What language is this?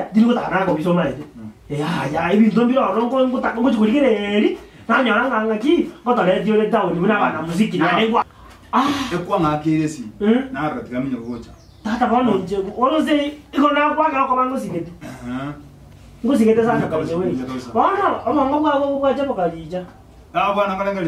Gusii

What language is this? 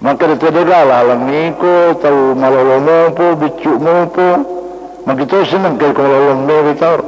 Buginese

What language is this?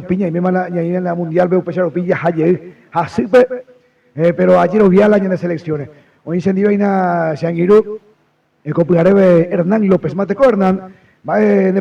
Guarani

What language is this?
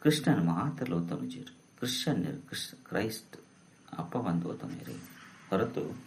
Tulu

